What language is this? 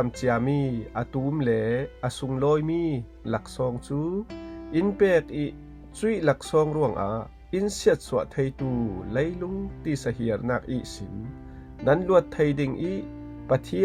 Falam Chin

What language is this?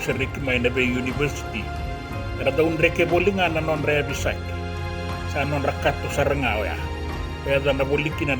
Fijian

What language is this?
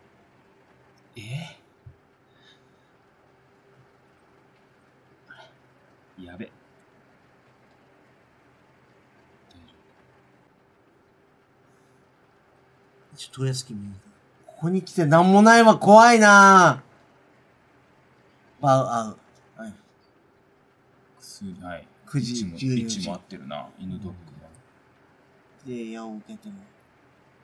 Japanese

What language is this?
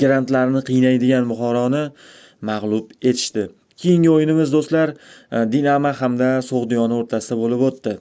Uzbek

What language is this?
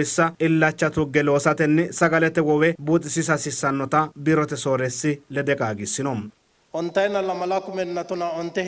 Sidamo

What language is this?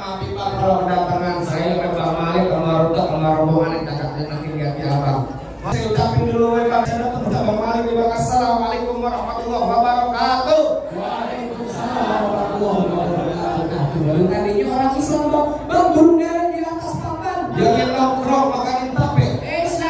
Betawi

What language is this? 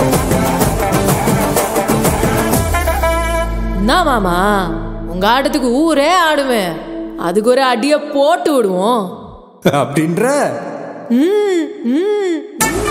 Tamil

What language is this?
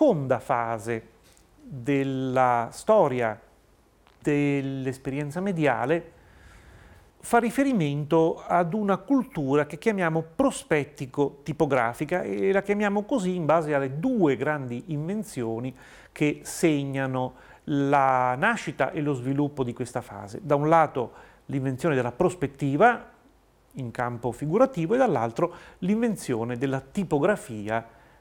Italian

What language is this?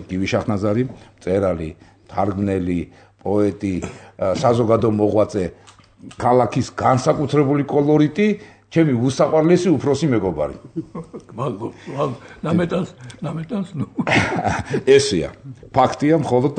Georgian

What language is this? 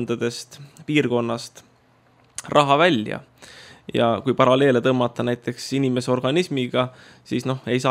Estonian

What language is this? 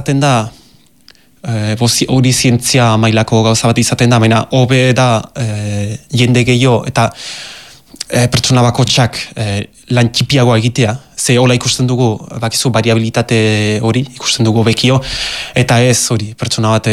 Basque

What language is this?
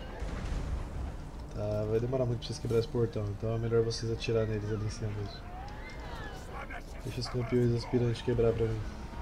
Portuguese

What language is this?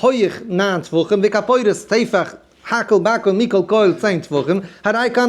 Yiddish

